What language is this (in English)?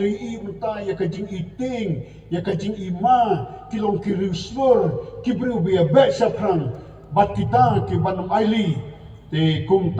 Khasi